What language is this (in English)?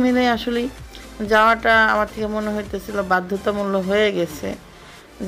Bangla